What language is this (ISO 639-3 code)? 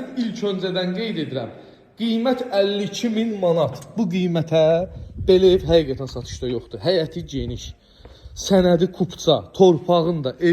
aze